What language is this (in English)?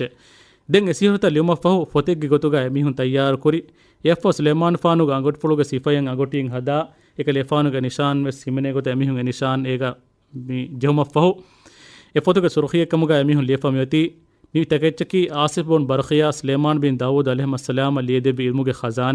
Divehi